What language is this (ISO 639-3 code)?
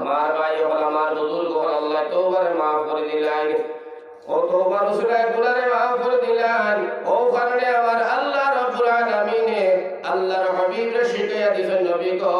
syl